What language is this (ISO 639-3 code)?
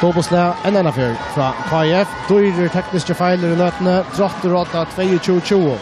fao